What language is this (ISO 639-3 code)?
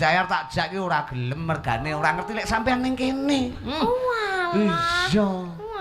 jav